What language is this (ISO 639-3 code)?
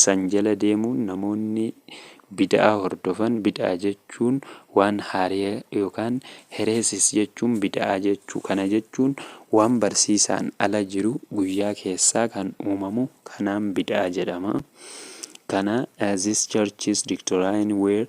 orm